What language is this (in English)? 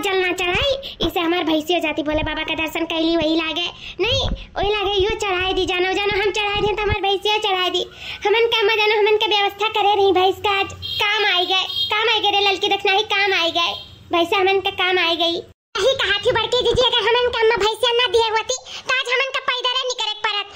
Bhojpuri